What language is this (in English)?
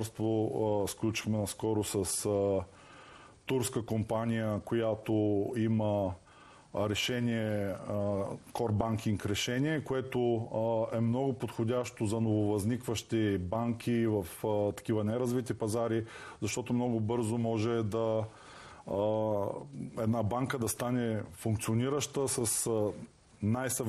Bulgarian